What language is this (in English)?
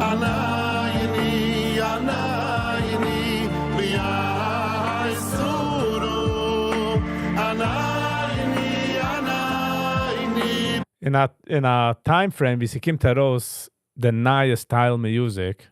Yiddish